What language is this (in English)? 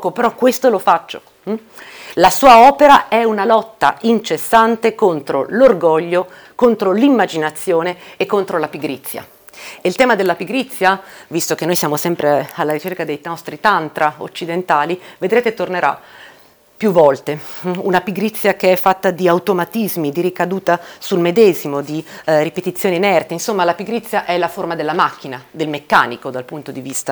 Italian